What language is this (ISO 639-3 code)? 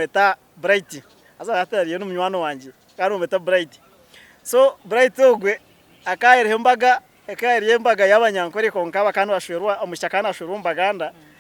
nyn